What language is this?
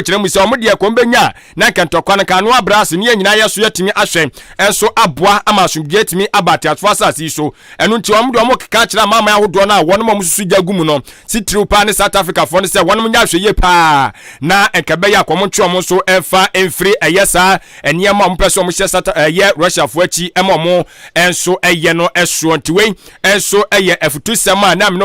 Akan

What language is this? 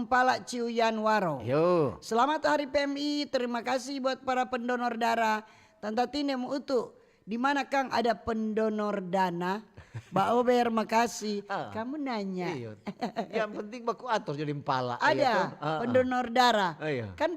Manado Malay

